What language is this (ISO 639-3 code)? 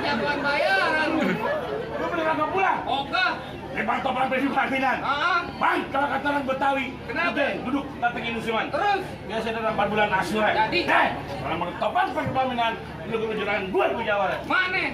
bew